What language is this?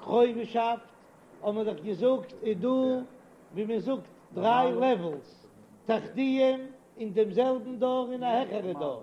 Yiddish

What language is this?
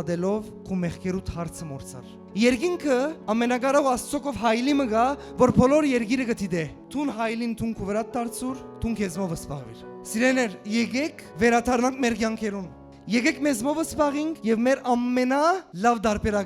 Western Armenian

